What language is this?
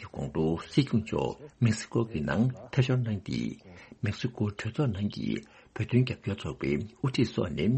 Tibetan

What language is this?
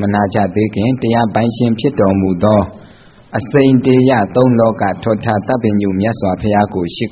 Burmese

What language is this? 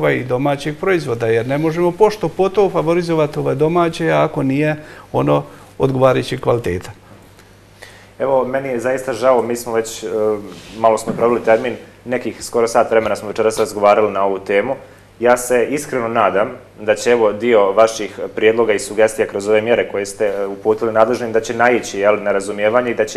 Bosnian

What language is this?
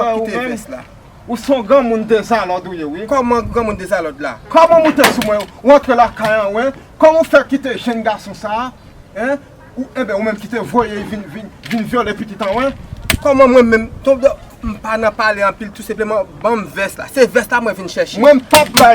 Haitian Creole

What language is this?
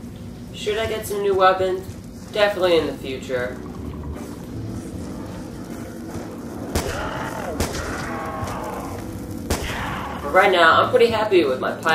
English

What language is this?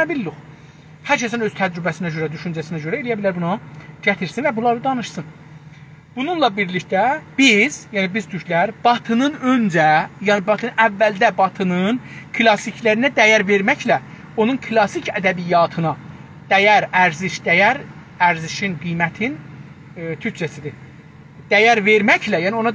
South Azerbaijani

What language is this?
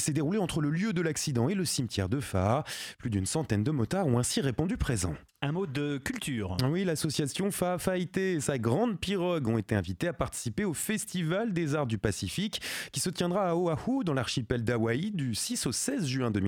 French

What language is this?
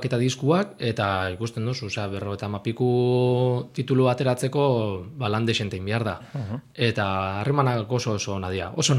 Basque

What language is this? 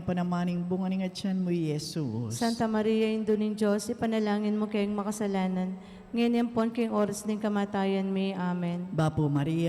Pampanga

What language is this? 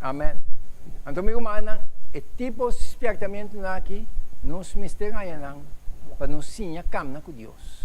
Papiamento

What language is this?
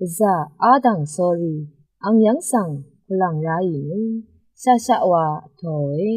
Rawang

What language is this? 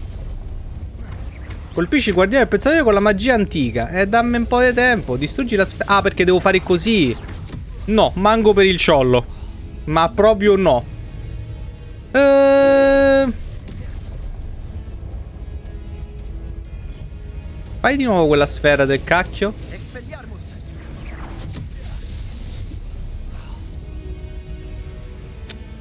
Italian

